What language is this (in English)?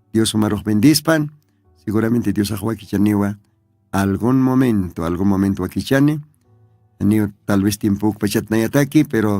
Aymara